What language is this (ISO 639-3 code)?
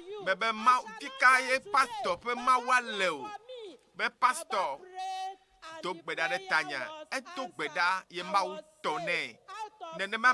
ewe